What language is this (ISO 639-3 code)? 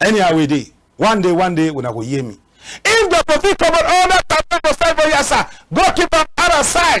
wes